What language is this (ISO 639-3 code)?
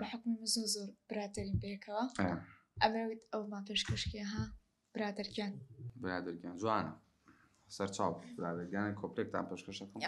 ckb